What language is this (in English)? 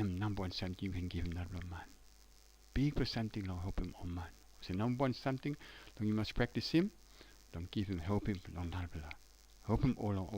Tok Pisin